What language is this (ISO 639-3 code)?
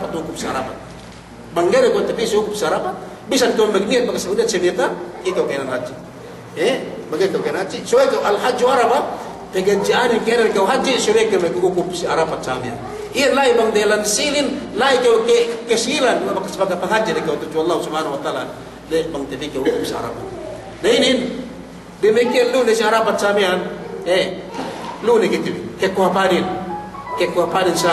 yka